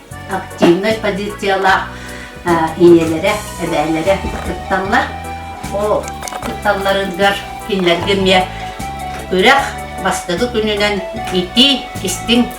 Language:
Yakut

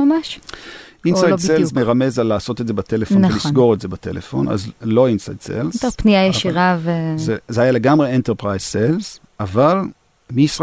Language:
Hebrew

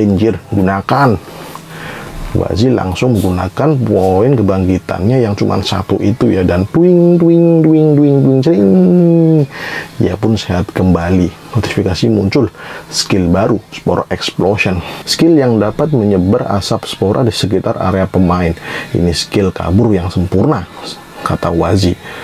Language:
Indonesian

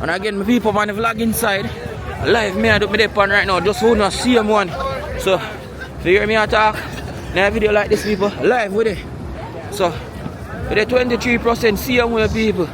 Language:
Jamaican Creole English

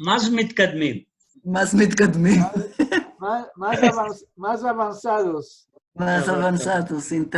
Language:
Ladino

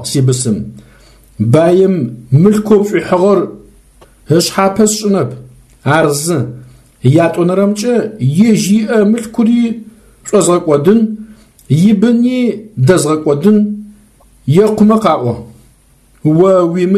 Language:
Adyghe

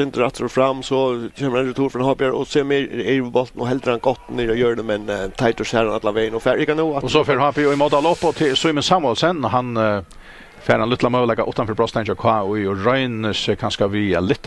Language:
Faroese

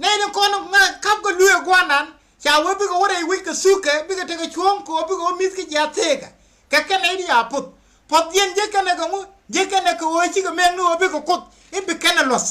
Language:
Nuer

